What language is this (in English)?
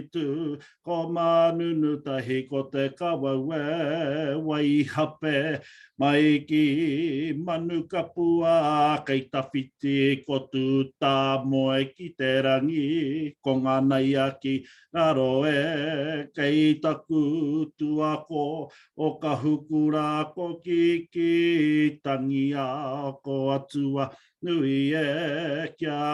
Māori